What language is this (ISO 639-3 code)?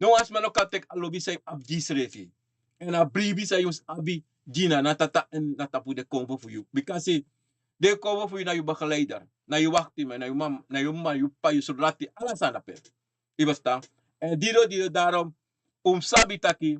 srn